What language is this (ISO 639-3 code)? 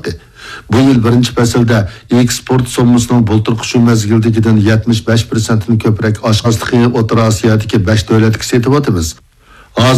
uig